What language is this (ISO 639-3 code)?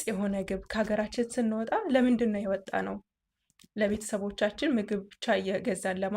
amh